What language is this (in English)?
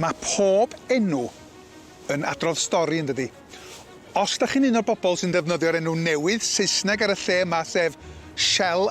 Welsh